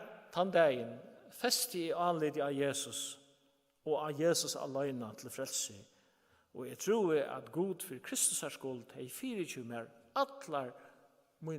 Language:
Faroese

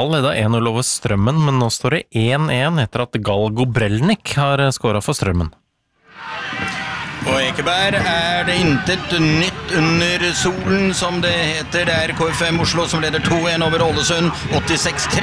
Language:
Norwegian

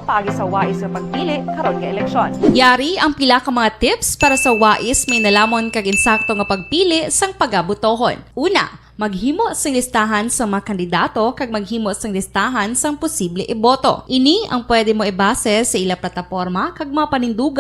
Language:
Hiligaynon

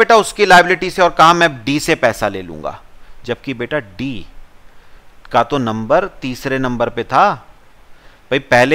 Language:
Hindi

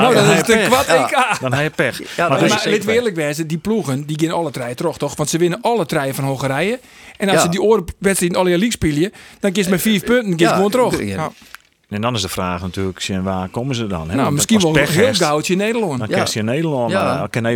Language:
Western Frisian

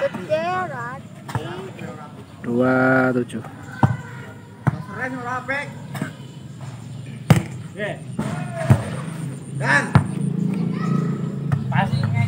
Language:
Indonesian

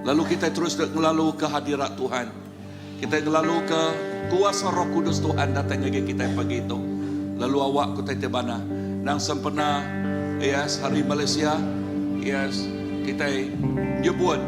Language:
Iban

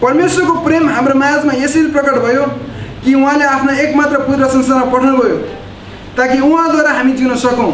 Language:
Nepali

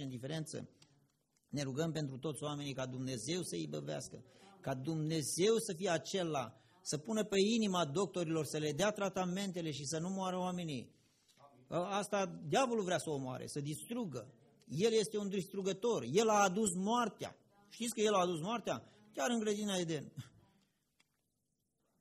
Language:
Romanian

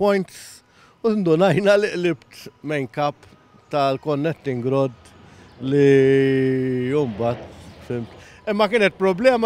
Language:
Maltese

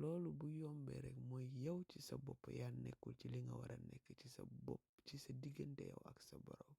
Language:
Wolof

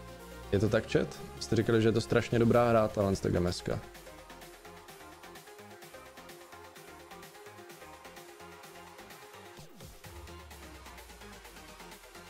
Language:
Czech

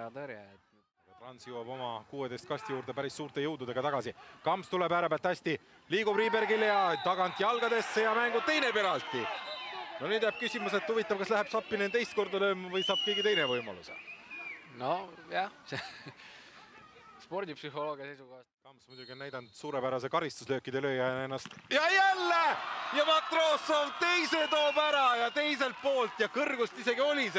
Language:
Estonian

